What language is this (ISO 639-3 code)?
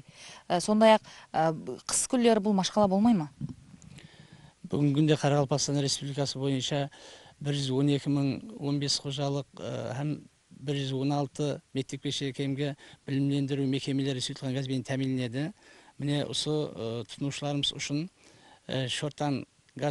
kaa